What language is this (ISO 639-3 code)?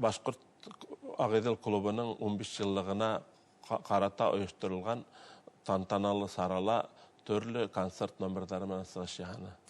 bak